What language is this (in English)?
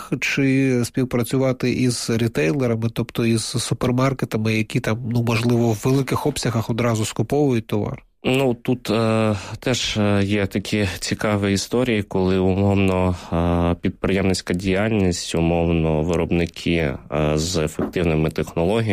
Ukrainian